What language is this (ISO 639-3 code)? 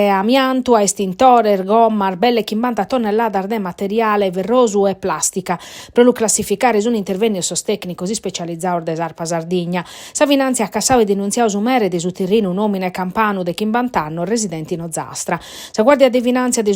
srd